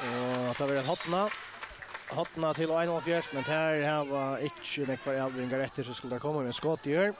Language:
Faroese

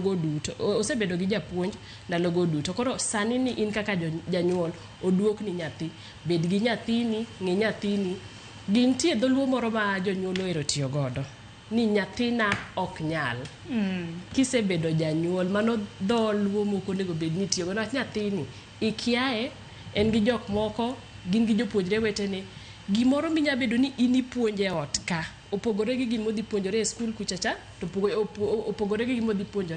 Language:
Luo (Kenya and Tanzania)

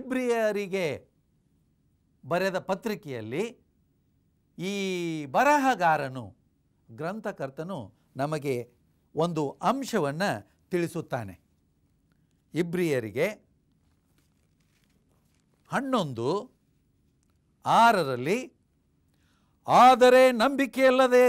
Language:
Kannada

